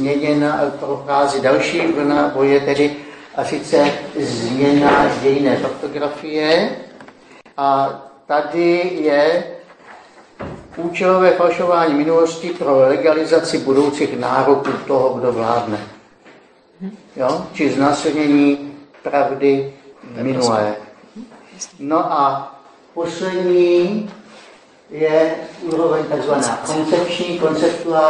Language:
Czech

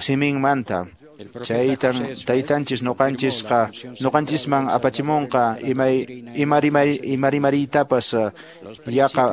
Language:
Quechua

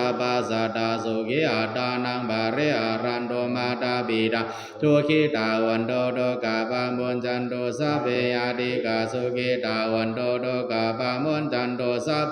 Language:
Pali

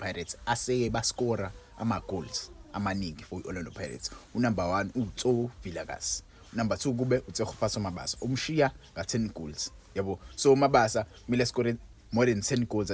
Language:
Zulu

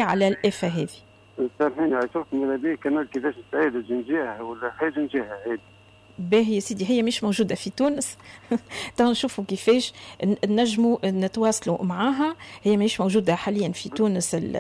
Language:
Tunisian Arabic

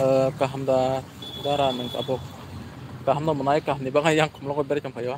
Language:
Kok Borok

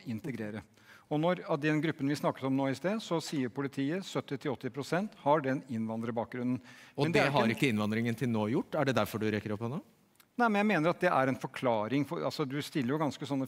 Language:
Norwegian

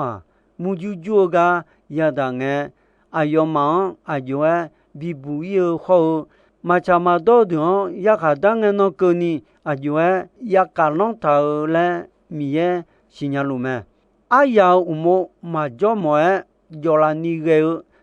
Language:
Akha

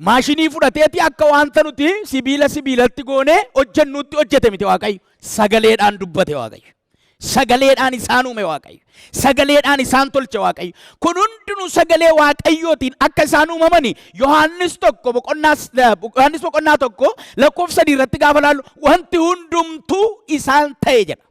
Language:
Oromo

